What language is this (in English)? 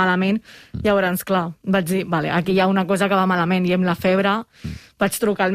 Catalan